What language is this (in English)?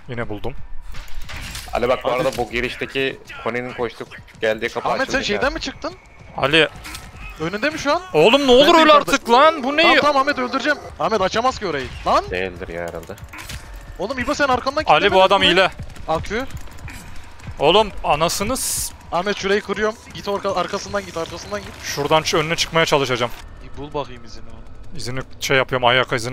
Turkish